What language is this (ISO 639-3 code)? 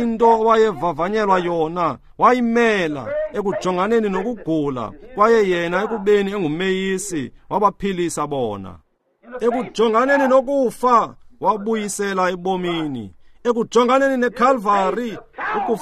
xho